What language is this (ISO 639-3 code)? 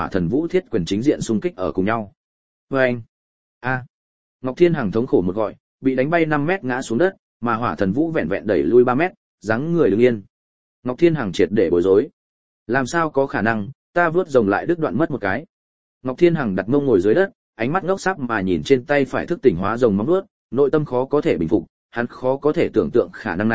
vie